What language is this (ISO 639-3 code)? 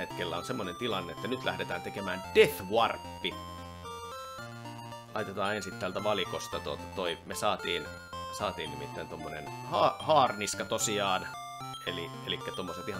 fin